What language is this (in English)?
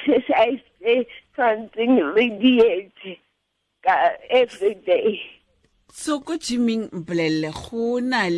Tswana